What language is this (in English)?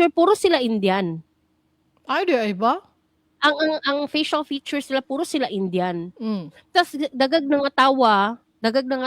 Cebuano